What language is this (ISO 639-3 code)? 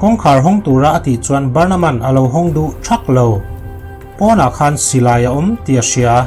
lus